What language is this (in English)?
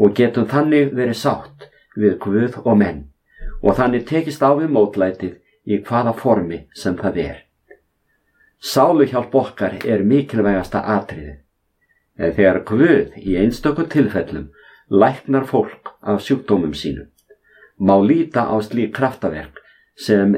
Icelandic